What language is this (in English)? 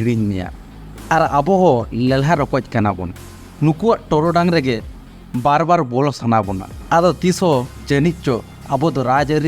Santali